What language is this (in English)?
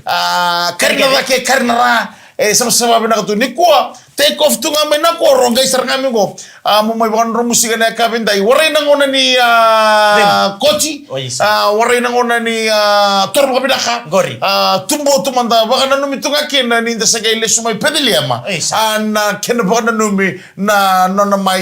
Fijian